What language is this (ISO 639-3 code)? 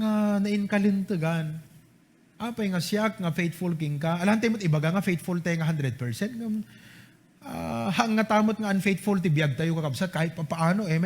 ilo